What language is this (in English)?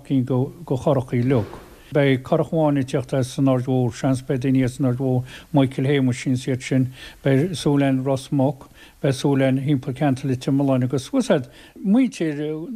Irish